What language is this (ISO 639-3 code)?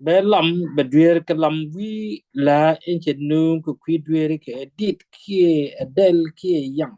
nus